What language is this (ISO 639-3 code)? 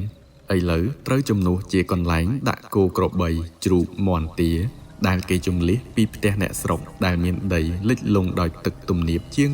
khm